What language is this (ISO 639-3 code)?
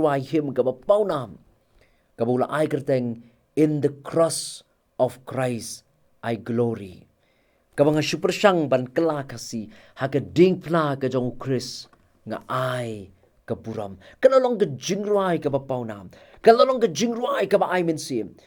kha